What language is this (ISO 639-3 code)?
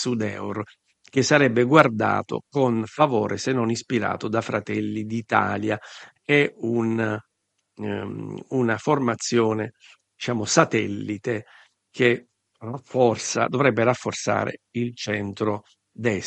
ita